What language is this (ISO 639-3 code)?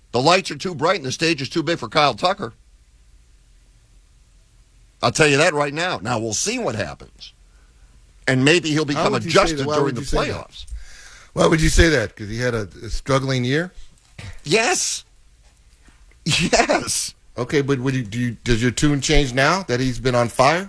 eng